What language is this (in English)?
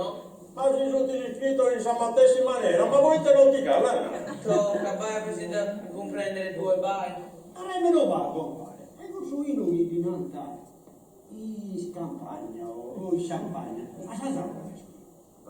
Sardinian